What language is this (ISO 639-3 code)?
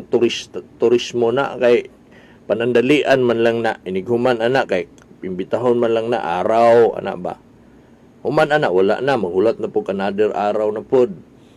ceb